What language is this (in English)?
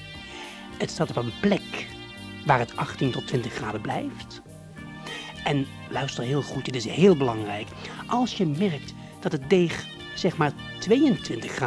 Dutch